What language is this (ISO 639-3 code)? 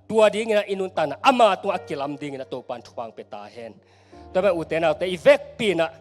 ctd